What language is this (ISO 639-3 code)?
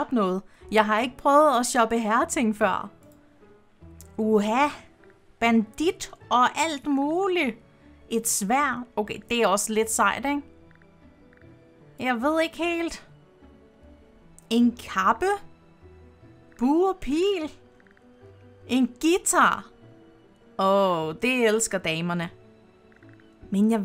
dan